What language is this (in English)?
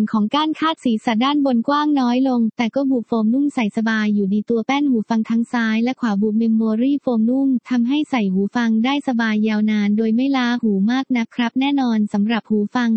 Thai